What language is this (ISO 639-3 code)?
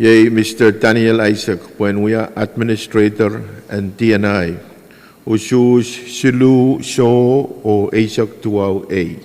pon